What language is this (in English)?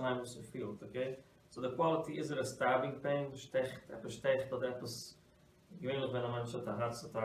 Yiddish